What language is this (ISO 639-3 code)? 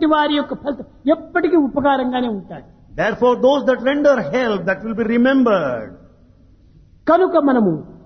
tel